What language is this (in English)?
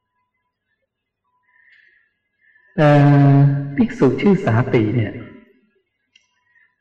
Thai